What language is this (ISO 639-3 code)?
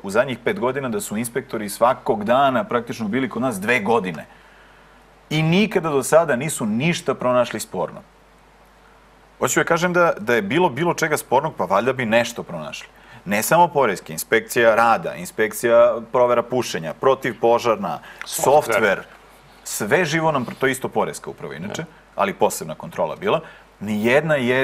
srp